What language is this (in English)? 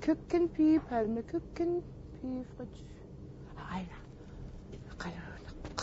Kalaallisut